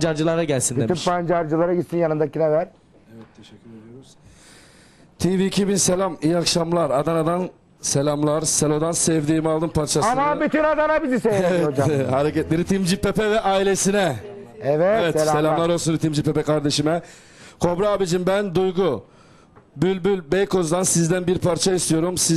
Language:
Turkish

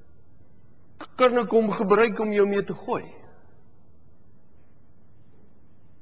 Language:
Afrikaans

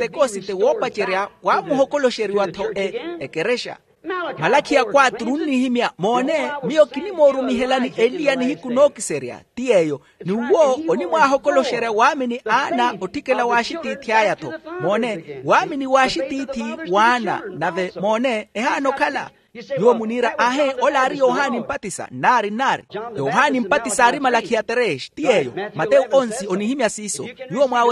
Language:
Makhuwa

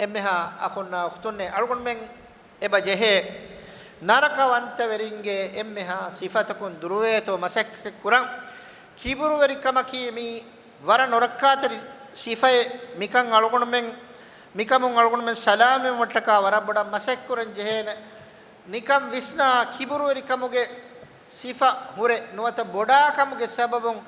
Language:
Divehi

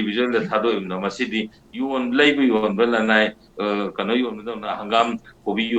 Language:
Manipuri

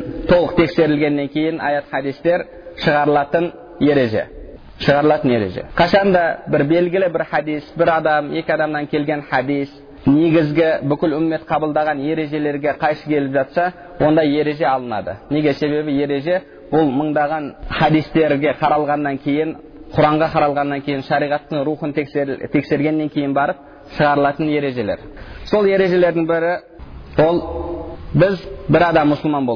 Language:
Kazakh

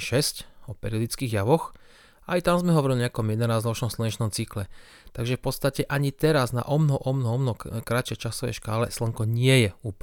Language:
Slovak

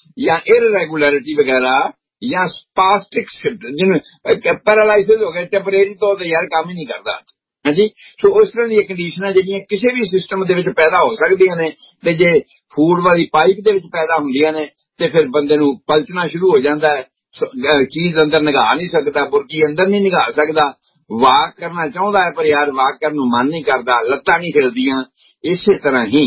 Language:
Punjabi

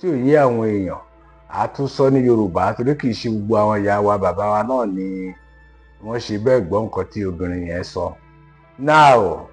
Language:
Yoruba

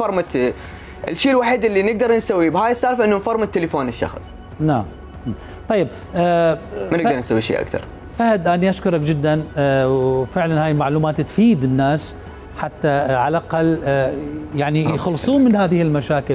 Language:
Mesopotamian Arabic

